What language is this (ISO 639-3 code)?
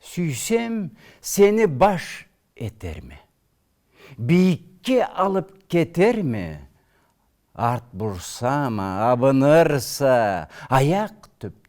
krc